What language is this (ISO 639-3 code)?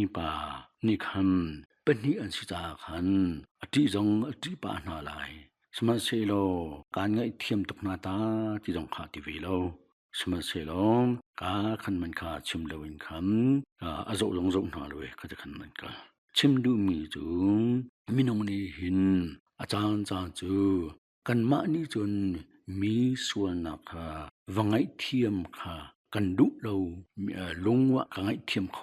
cnh